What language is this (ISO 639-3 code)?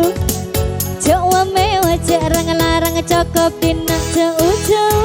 mad